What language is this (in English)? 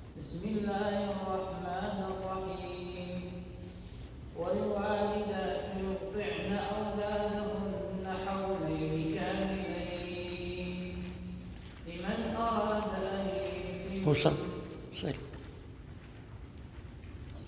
Arabic